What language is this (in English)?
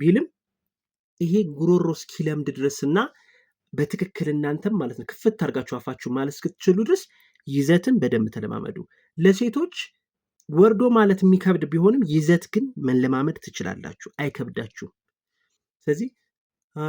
Amharic